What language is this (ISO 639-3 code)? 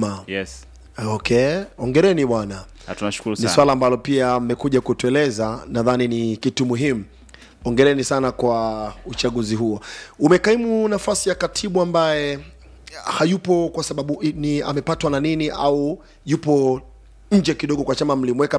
swa